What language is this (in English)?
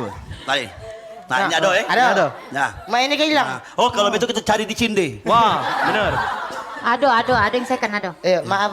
Musi